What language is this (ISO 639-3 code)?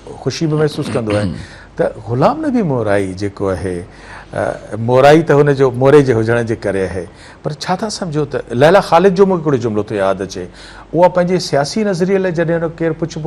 snd